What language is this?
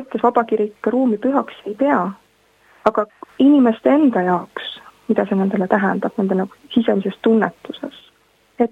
Estonian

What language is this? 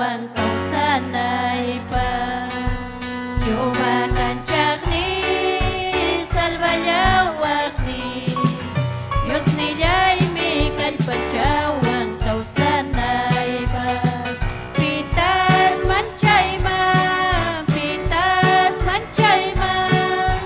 Ayacucho Quechua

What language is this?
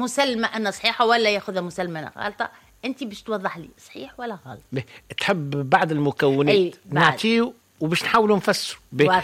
Tunisian Arabic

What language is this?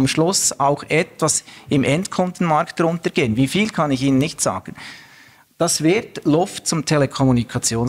German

